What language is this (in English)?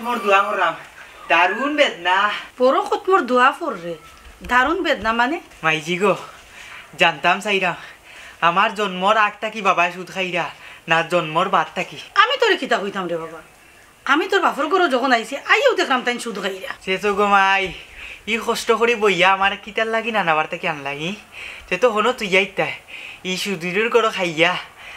Sylheti